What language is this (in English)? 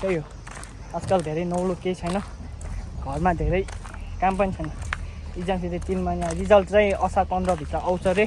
Nepali